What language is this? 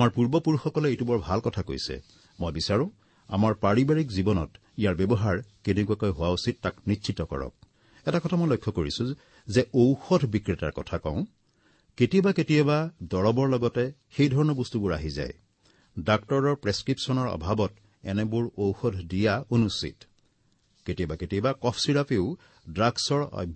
Assamese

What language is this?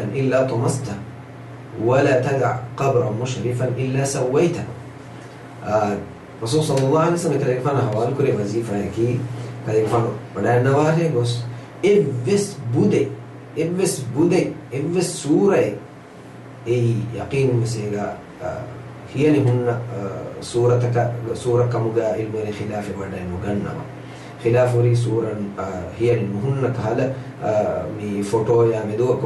Divehi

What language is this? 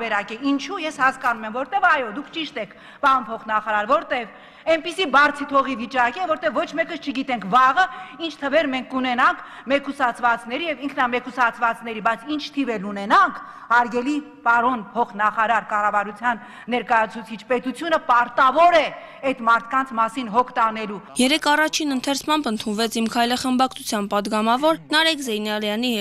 Armenian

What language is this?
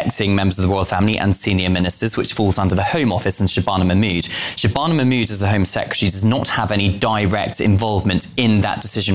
English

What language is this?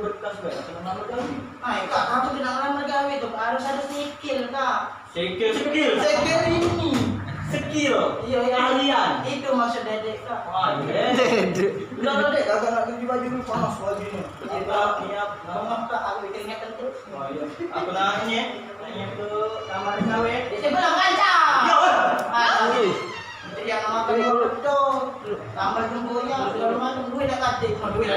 Musi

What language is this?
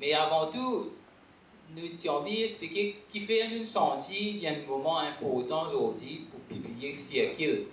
Morisyen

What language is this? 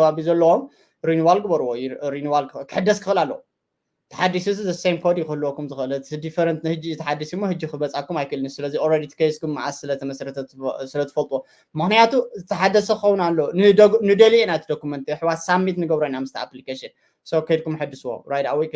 Tigrinya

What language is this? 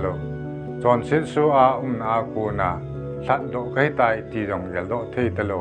Thado Chin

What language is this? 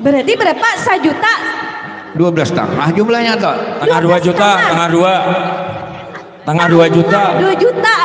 Banjar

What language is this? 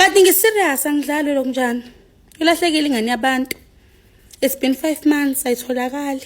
Zulu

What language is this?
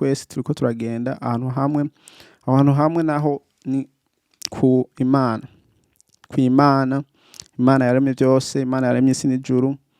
Rundi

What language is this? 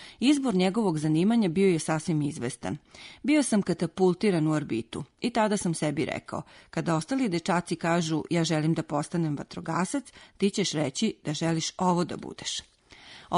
Serbian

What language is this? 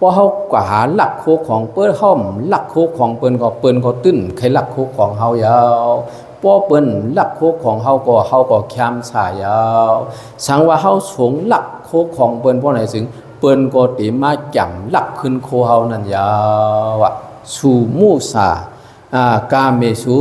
Shan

